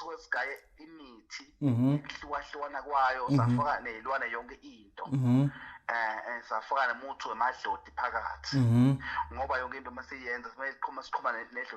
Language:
Zulu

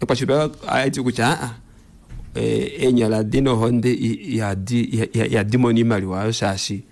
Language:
Kuanyama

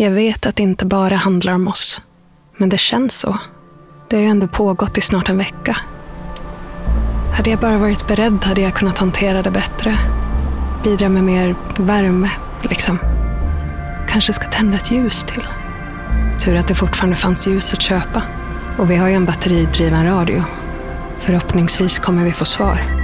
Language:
Swedish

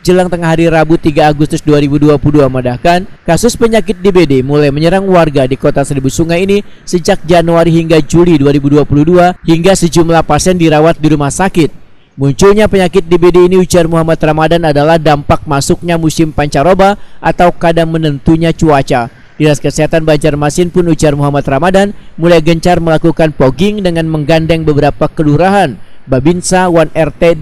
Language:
Banjar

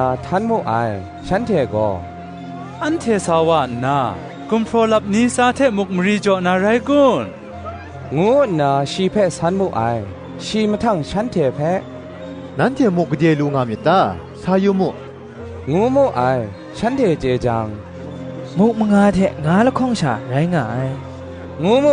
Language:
Kachin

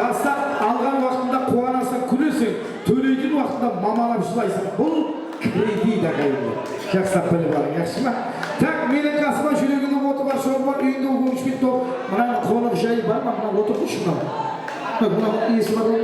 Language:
Kara-Kalpak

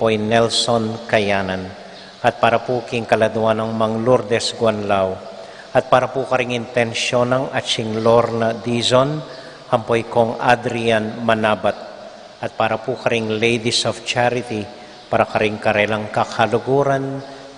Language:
Pampanga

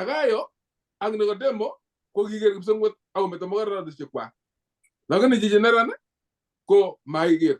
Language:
Kalenjin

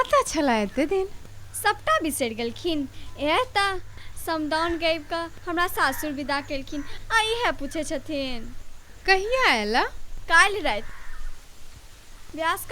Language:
Maithili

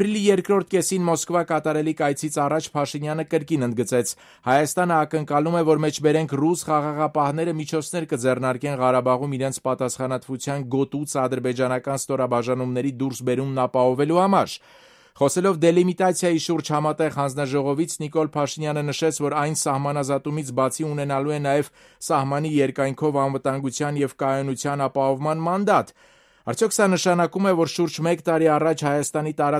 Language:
Armenian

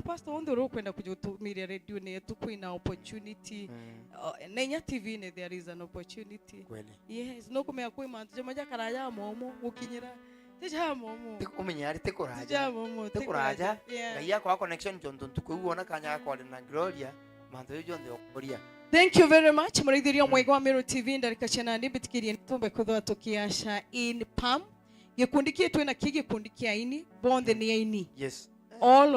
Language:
Meru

